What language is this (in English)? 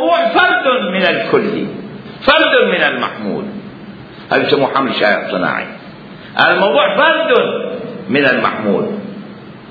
Mesopotamian Arabic